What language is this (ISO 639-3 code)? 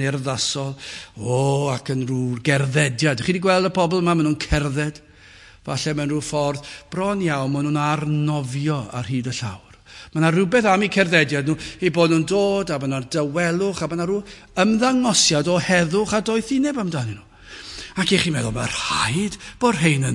cym